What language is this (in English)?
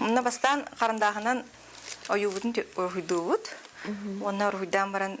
Yakut